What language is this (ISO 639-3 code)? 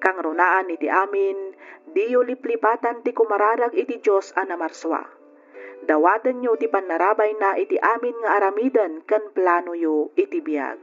ilo